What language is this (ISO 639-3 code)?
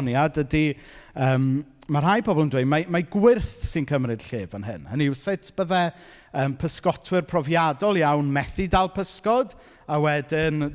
cym